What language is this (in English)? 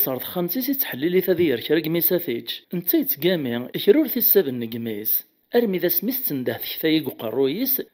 Kabyle